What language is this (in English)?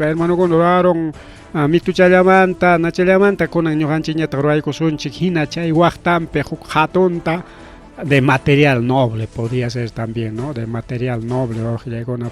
Ayacucho Quechua